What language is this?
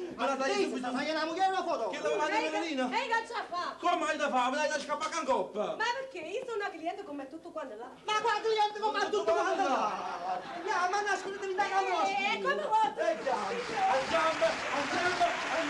Neapolitan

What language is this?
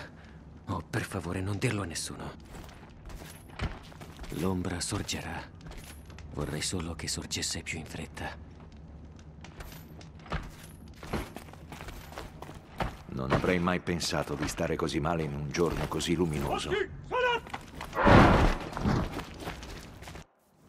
Italian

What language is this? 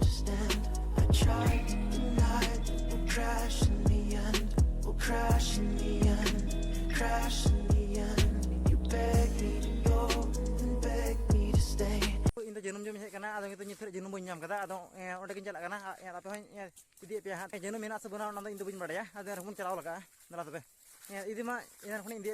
Santali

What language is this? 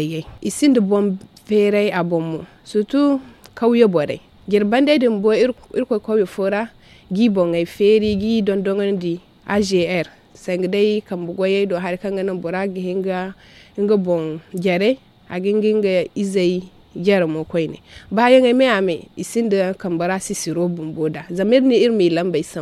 Zarma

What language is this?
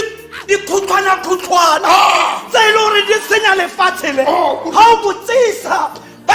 Tswana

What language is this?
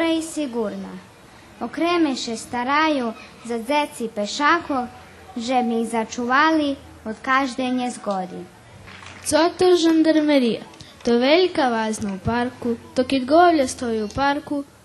Rusyn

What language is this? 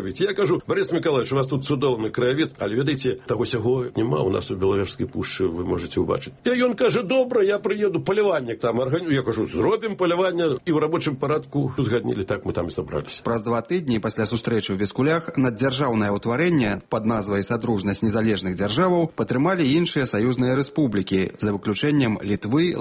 Belarusian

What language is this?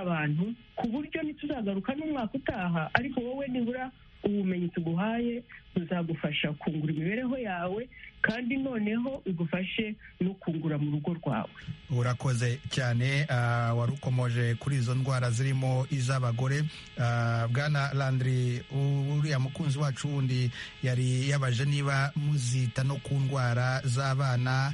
Kinyarwanda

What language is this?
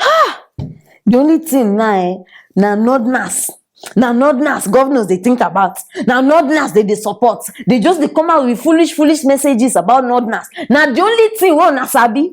Nigerian Pidgin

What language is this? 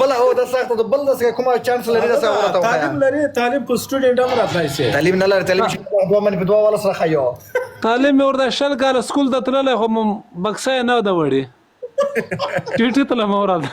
Pashto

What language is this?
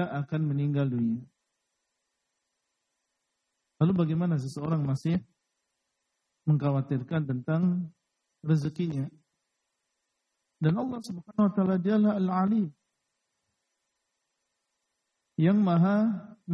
Indonesian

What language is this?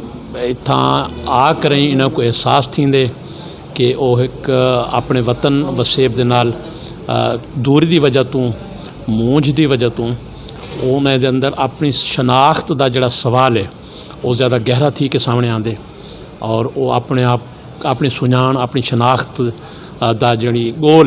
Saraiki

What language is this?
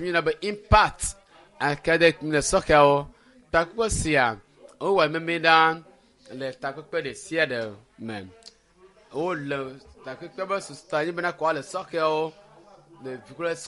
Ewe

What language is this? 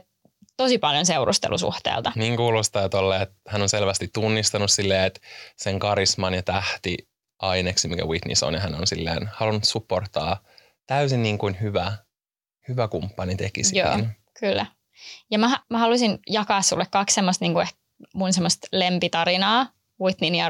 Finnish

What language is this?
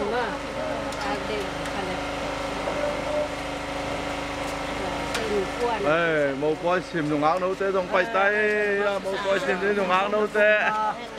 Vietnamese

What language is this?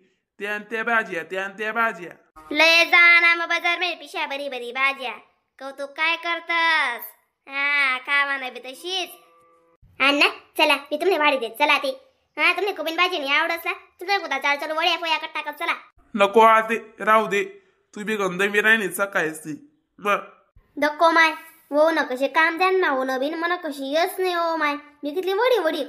Khandesi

